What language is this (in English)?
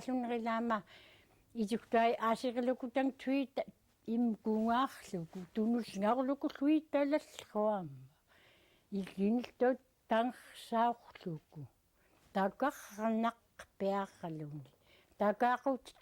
Central Yupik